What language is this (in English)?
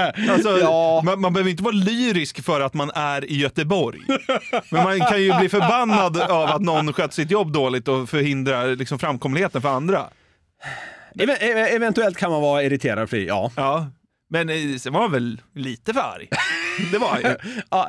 Swedish